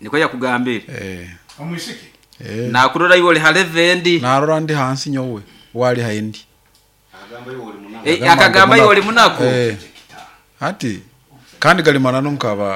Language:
Nyoro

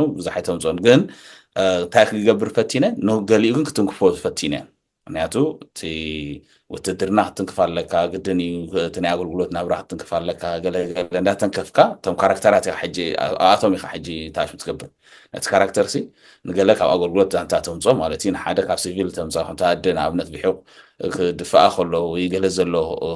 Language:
Tigrinya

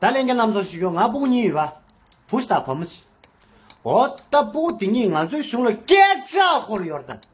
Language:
Tibetan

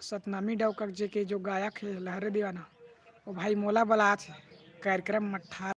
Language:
Chhattisgarhi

